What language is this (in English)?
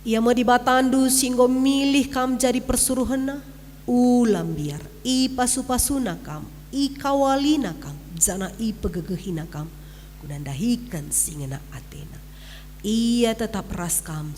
Batak Karo